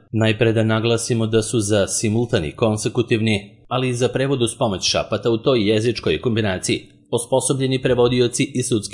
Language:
Serbian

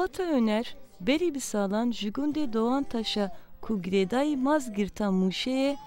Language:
Kurdish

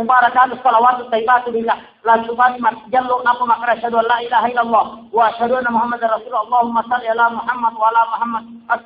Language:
Buginese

